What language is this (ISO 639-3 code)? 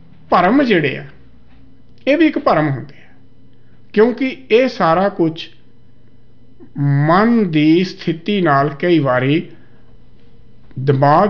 pan